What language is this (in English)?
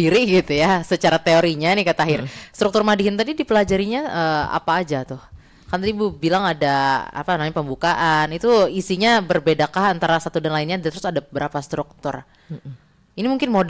Banjar